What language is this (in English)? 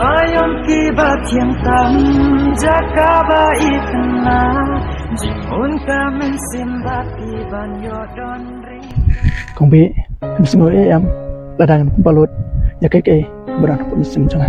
Khasi